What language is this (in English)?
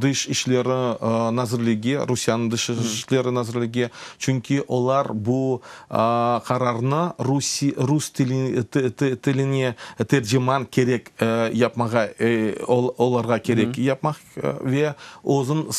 Crimean Tatar